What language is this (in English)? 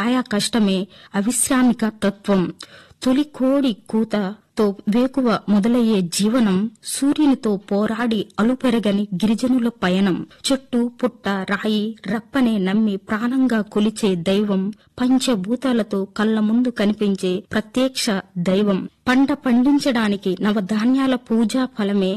Telugu